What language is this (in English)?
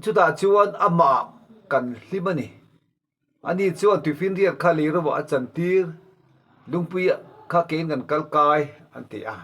Mizo